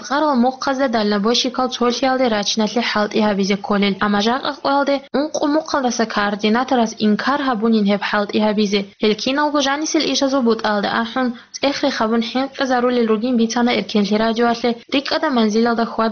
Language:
Avaric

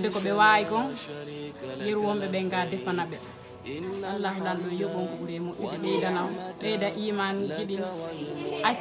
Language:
Pular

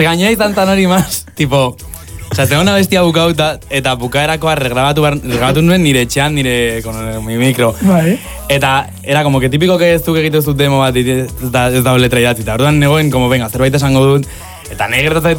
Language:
Basque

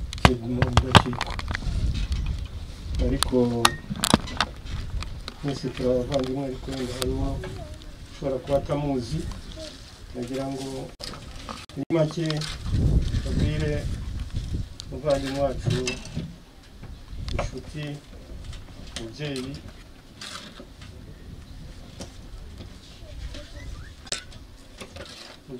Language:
Kinyarwanda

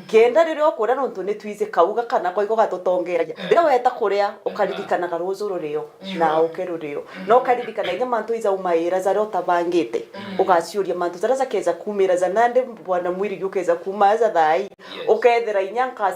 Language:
Meru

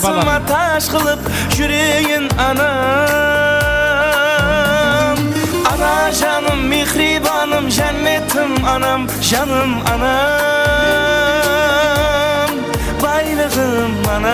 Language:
Kara-Kalpak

